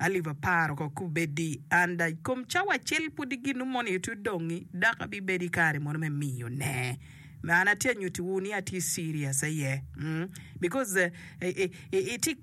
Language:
Acoli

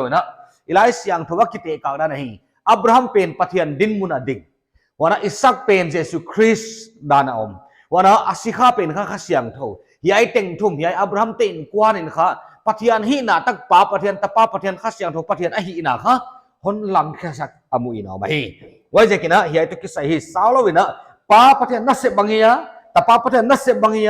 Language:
Paite Chin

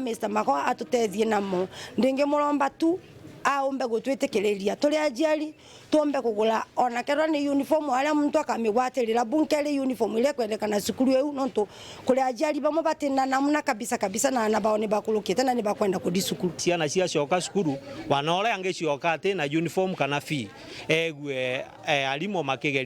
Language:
Meru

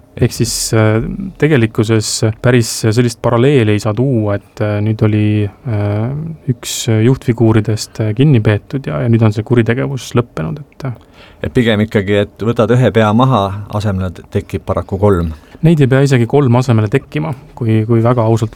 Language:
Estonian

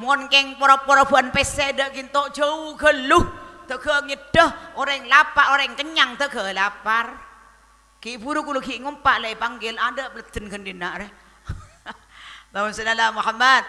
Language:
Madurese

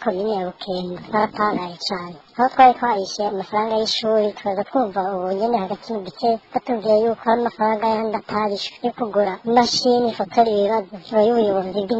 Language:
Rundi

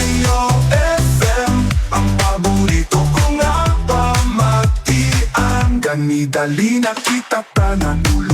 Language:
Hiligaynon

